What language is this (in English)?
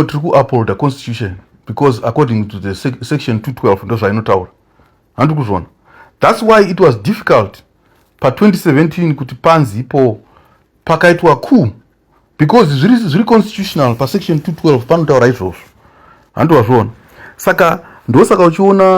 Shona